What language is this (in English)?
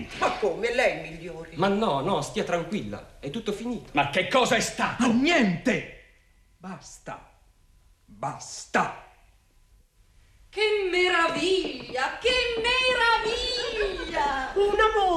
Italian